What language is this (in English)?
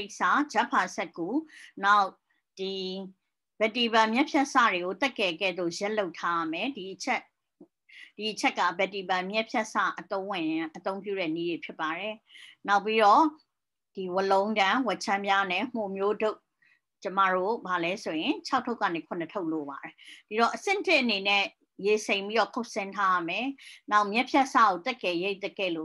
Burmese